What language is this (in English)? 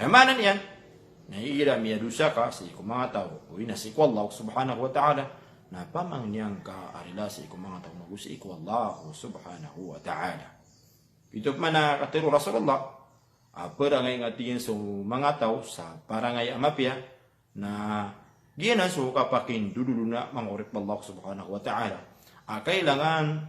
Maranao